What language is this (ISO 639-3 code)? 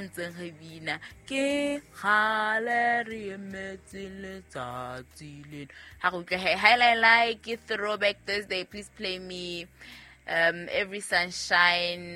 sot